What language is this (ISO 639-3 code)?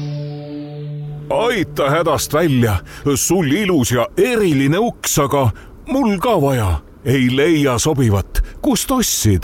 est